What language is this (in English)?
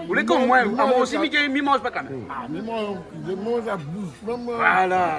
Réunion Creole French